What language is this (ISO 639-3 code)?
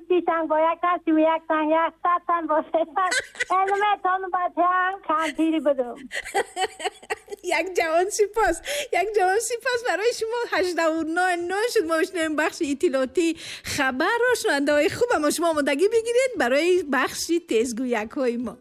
tgk